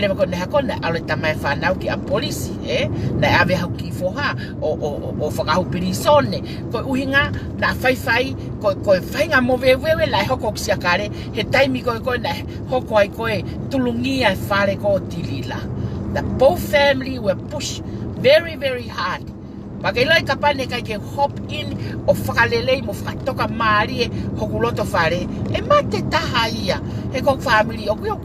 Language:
Tongan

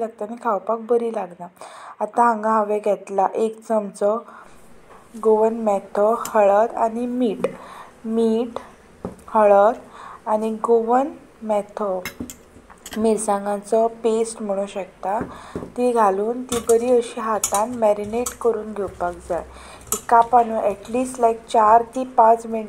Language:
Konkani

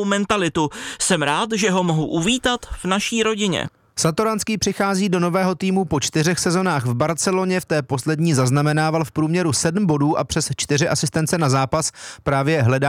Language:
Czech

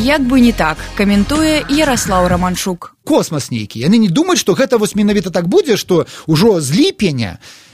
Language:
Belarusian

